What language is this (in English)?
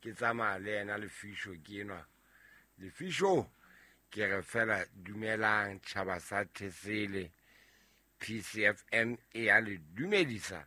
Southern Sotho